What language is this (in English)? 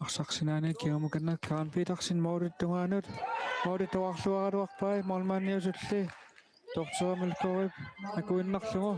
Kalaallisut